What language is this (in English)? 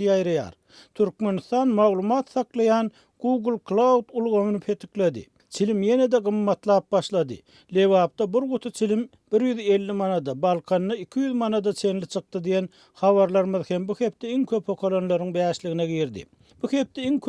Turkmen